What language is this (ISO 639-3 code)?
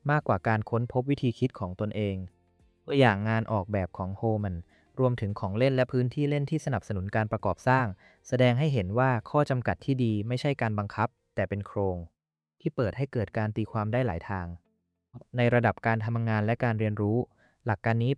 tha